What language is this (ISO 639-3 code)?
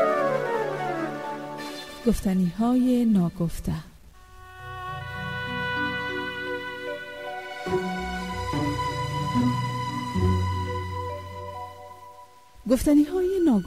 fas